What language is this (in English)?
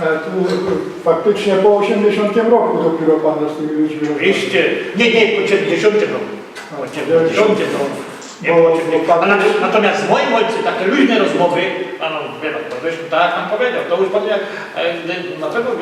Silesian